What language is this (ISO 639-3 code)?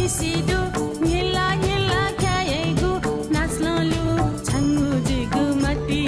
new